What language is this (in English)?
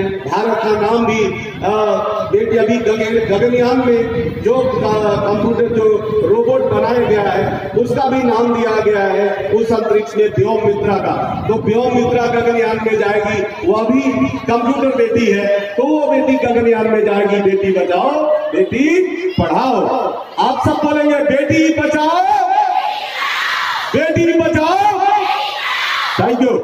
Hindi